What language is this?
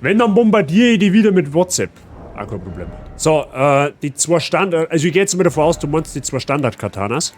Bavarian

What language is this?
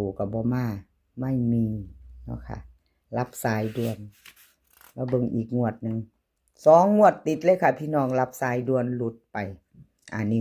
Northeastern Thai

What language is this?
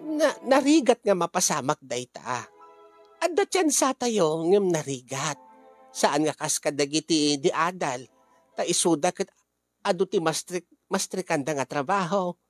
Iloko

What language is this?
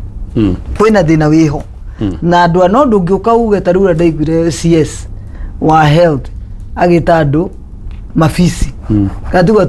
Kikuyu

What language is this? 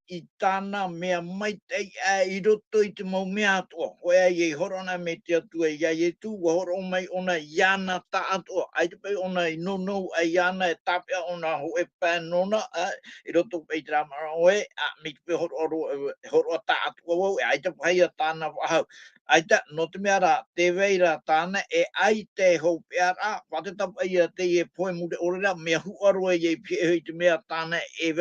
Tahitian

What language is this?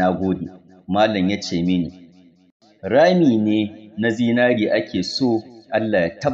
Hausa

